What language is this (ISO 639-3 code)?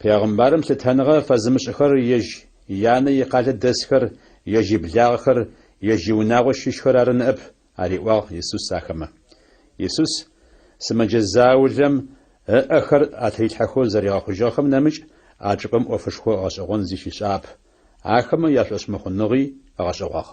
ady